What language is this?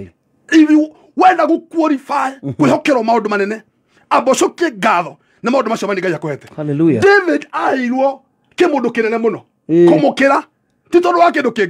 Kikuyu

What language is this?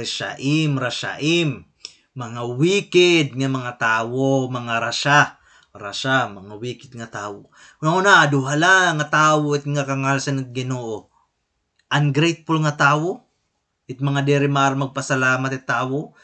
Waray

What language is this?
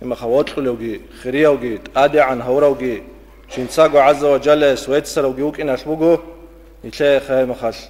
Avaric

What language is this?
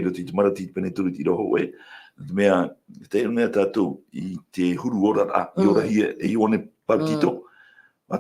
Tahitian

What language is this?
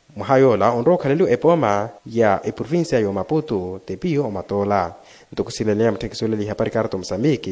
Makhuwa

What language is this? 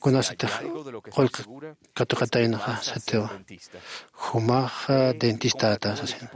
Aymara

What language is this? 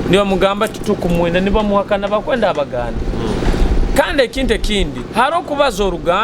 Nyoro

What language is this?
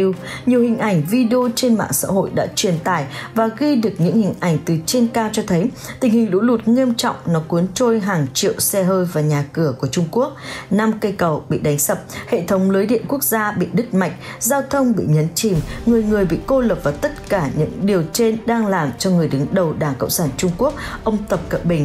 Vietnamese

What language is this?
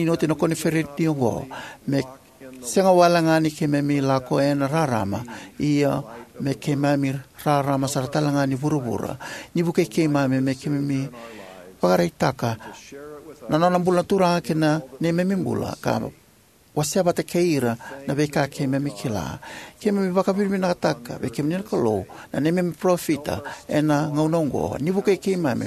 Fijian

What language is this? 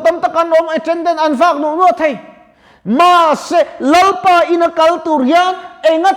Mizo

